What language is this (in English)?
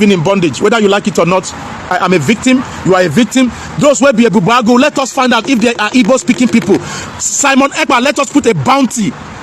Nigerian Pidgin